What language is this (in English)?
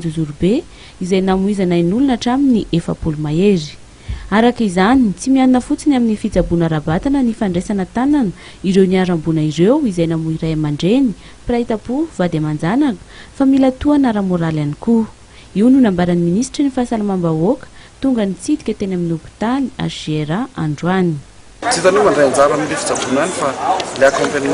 Malagasy